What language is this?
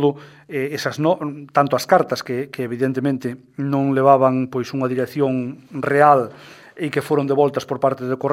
Galician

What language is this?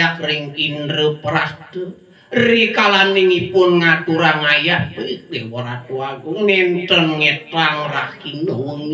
Balinese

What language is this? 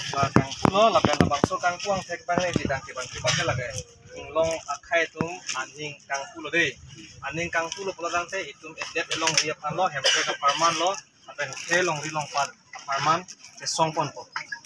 Karbi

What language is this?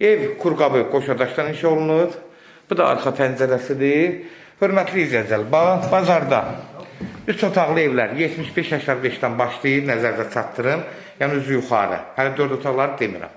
Azerbaijani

